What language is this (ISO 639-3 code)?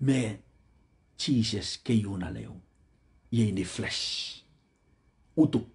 pon